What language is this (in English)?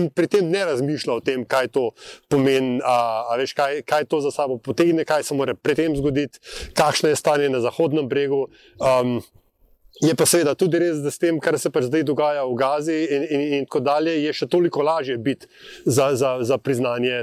Slovenian